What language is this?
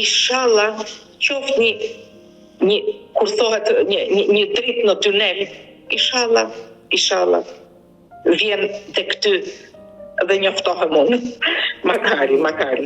Albanian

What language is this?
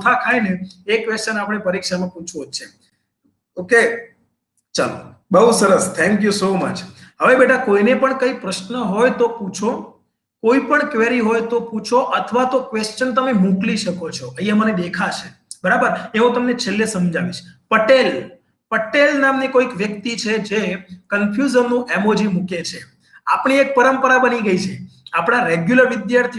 Gujarati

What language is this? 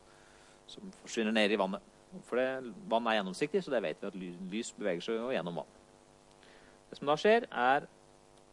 Norwegian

